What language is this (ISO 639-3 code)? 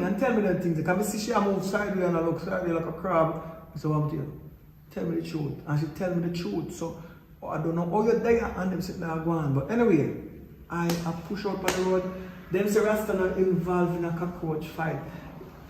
jam